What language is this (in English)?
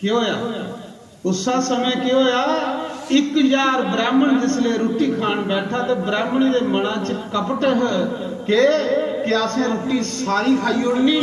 Dogri